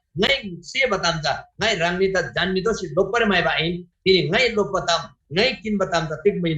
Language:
Eastern Tamang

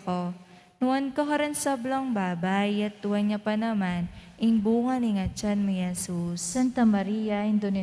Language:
Pampanga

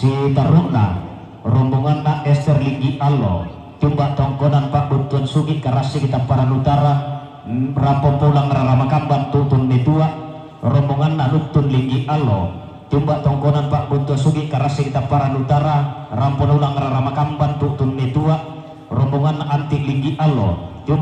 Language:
Toraja-Sa'dan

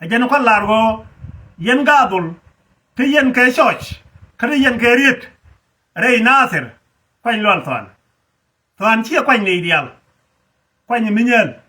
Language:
Nuer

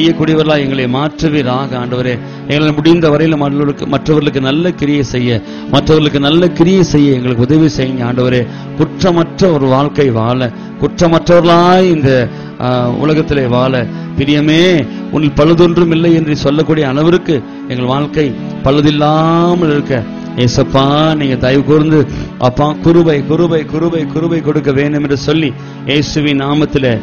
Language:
Tamil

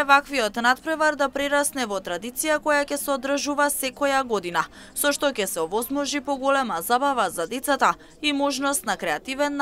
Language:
Macedonian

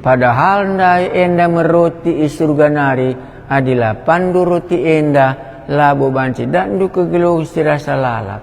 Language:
Batak Karo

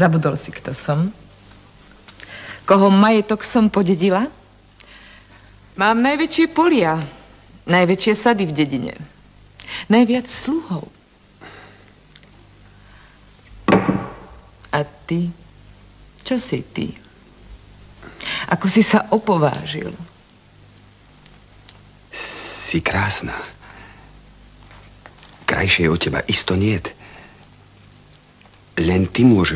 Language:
Slovak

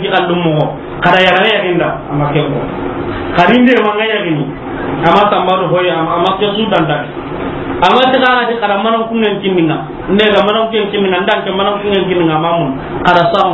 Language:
Soninke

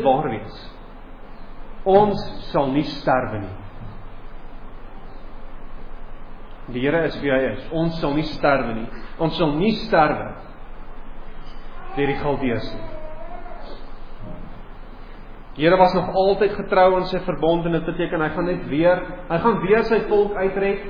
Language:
Afrikaans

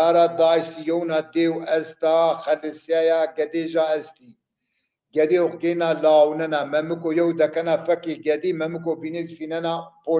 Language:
Zaza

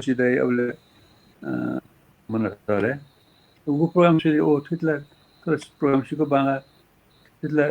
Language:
Newari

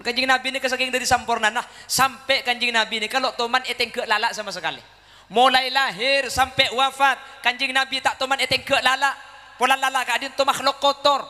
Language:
Madurese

